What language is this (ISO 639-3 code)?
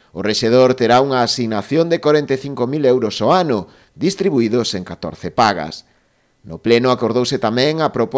glg